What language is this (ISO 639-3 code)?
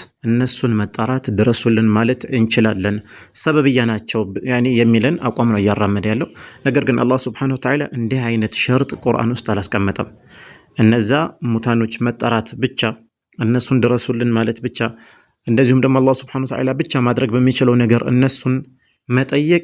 amh